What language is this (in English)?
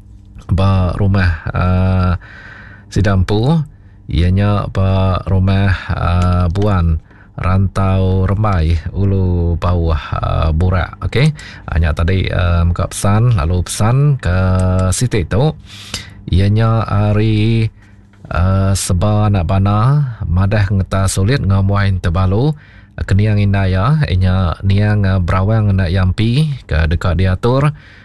Iban